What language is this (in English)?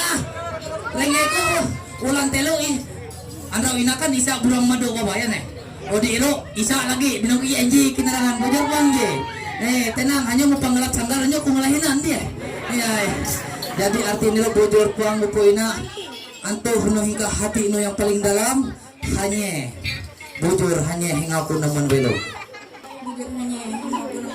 Ma'anyan